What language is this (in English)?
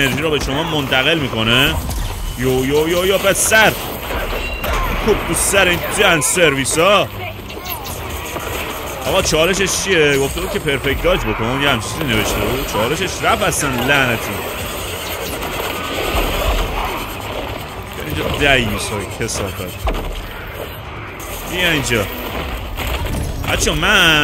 Persian